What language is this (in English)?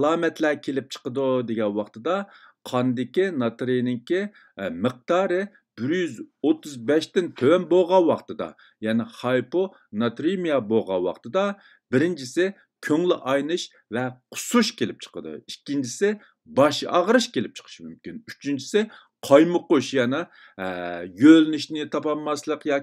Uyghur